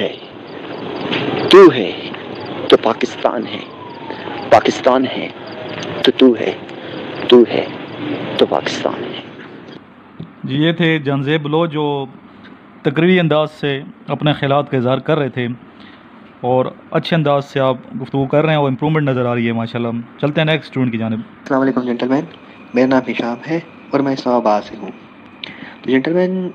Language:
Urdu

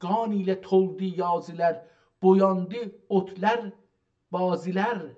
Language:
South Azerbaijani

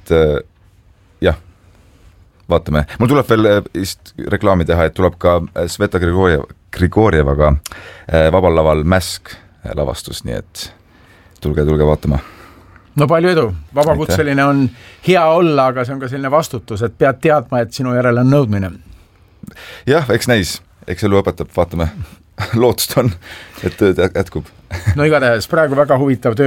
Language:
Estonian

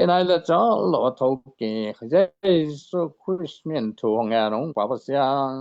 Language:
Tedim Chin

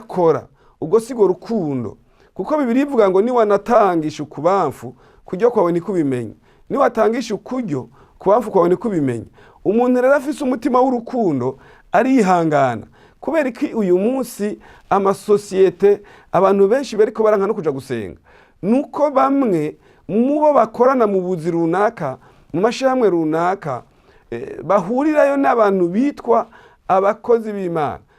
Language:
Rundi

